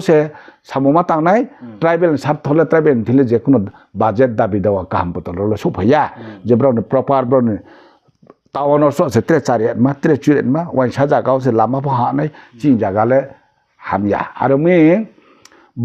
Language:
Riang (India)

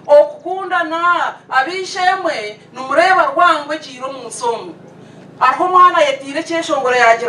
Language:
Nyankole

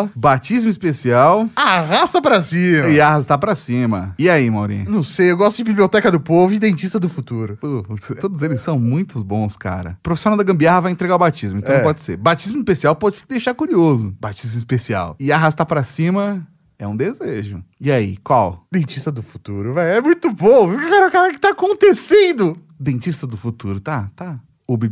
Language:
Portuguese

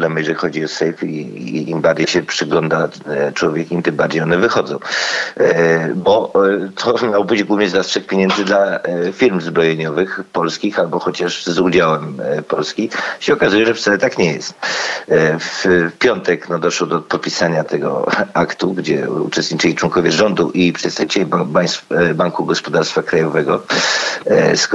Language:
Polish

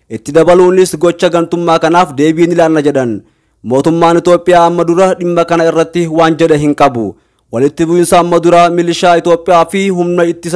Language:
Oromo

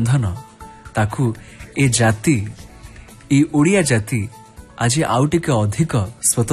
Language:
Odia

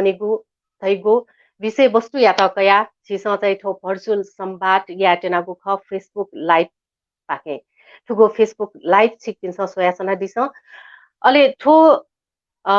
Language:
Newari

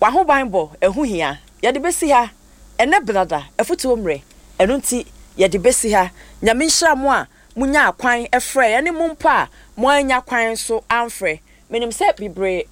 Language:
Akan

